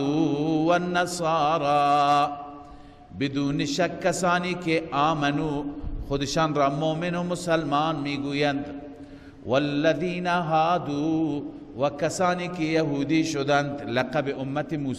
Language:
Persian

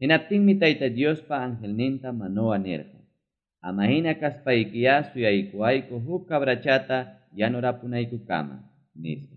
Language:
Ayacucho Quechua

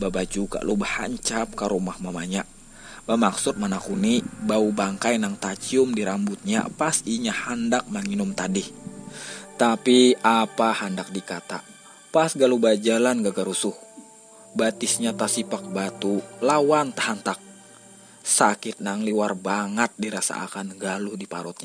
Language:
Banjar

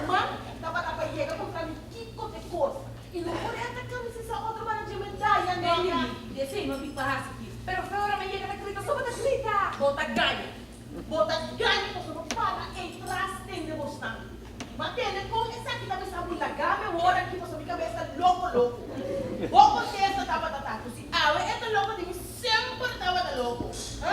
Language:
Papiamento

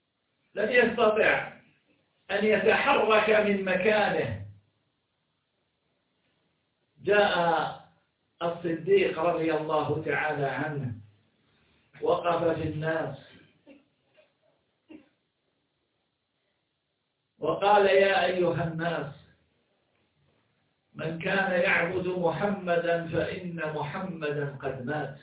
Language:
Arabic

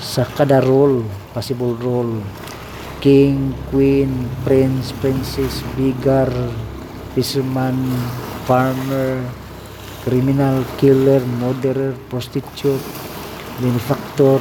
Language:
Cebuano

